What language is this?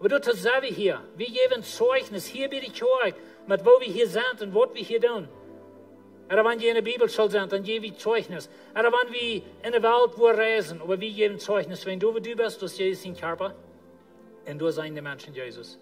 Plautdietsch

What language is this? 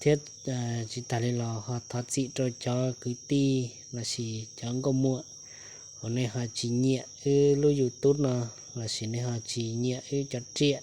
Hmong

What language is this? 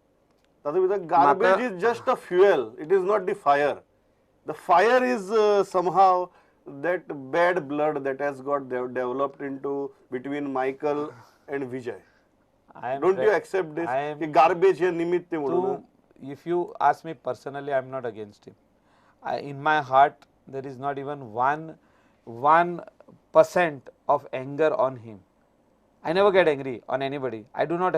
Konkani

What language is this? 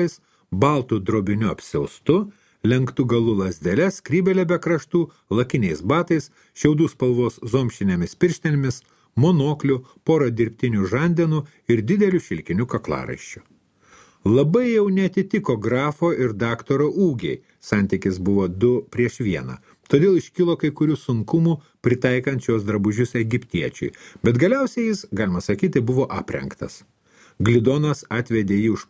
Lithuanian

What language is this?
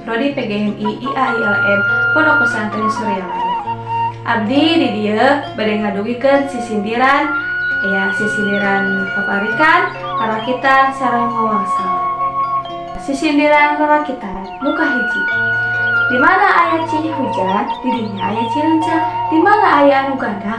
Sundanese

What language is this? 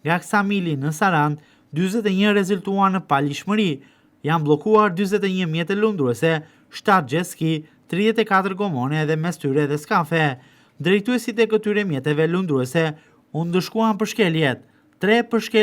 Albanian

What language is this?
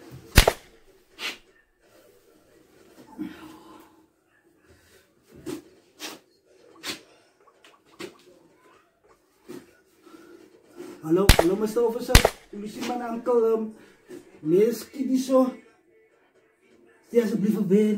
Afrikaans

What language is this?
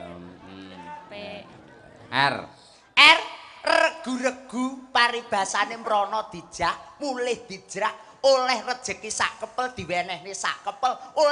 Javanese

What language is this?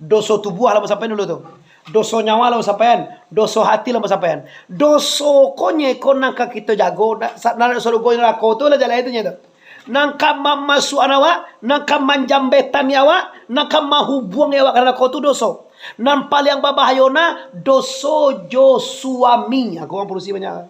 Minangkabau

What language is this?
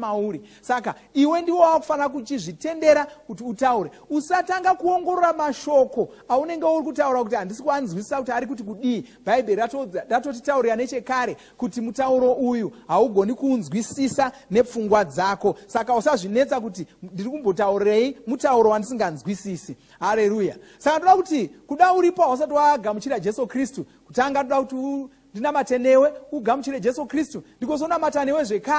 Shona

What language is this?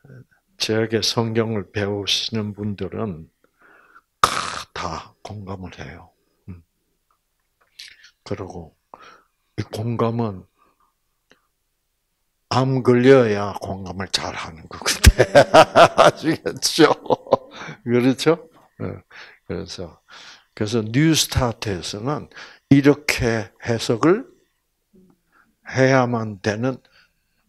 Korean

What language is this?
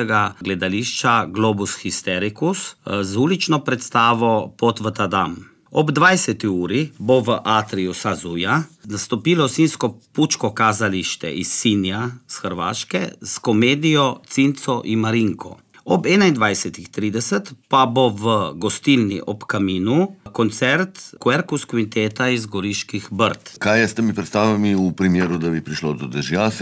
Slovenian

